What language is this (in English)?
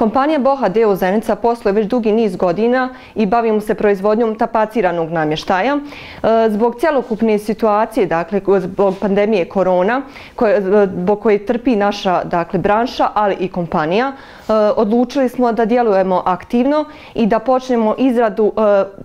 Bosnian